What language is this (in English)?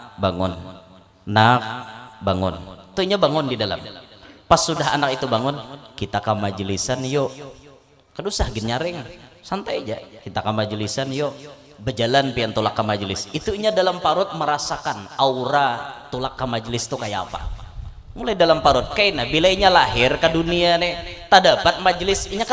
Banjar